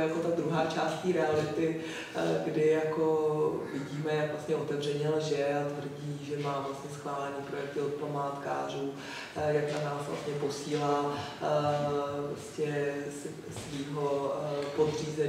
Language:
Czech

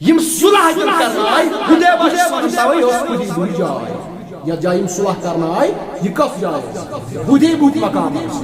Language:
Kashmiri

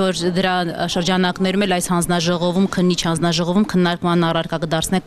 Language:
Armenian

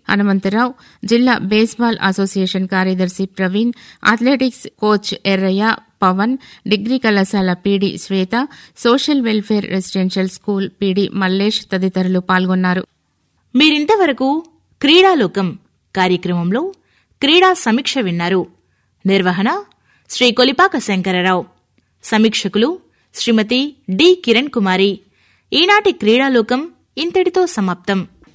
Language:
Telugu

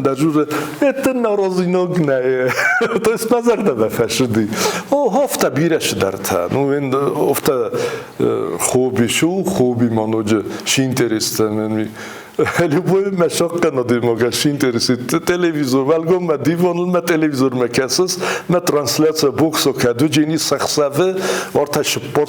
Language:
Ossetic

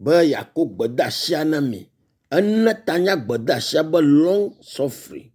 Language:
Ewe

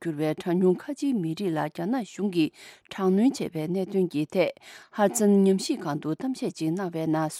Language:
Tibetan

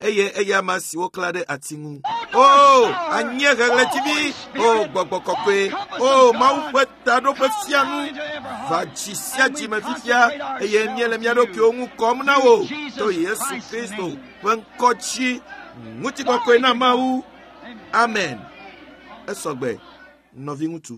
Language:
Ewe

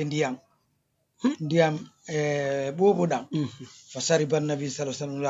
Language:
Fula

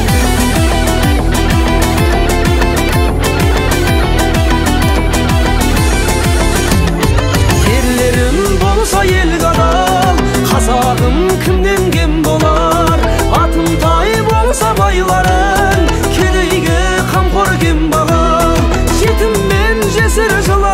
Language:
Kazakh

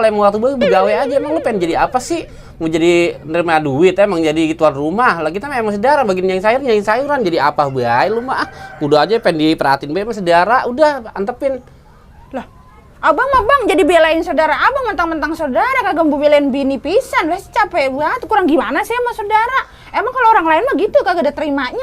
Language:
Betawi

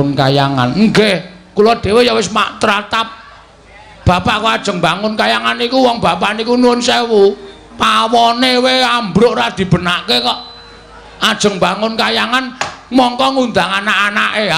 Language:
Javanese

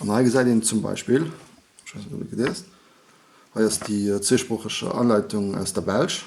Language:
Luxembourgish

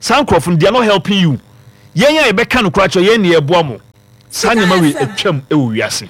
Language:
Akan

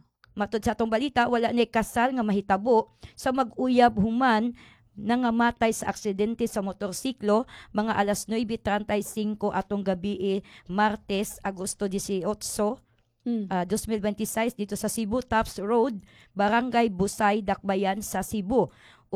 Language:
Cebuano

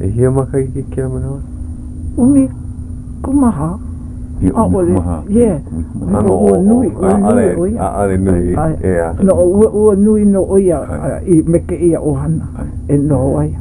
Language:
Hawaiian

